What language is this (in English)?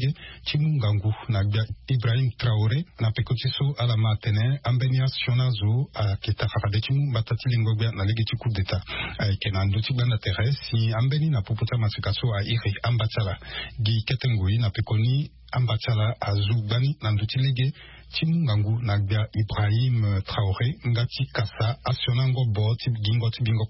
Sango